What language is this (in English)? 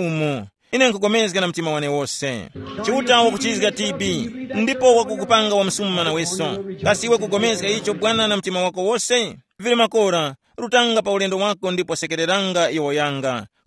Tumbuka